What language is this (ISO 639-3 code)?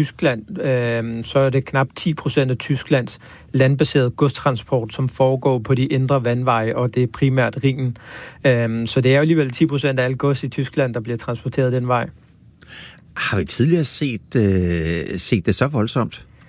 dan